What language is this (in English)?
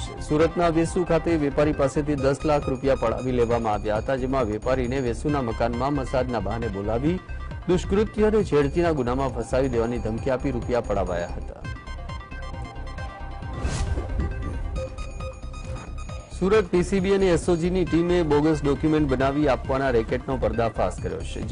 Gujarati